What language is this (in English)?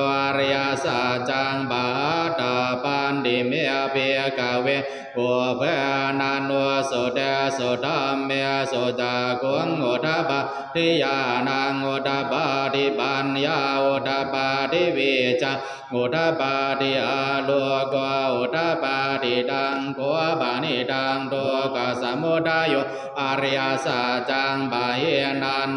Pali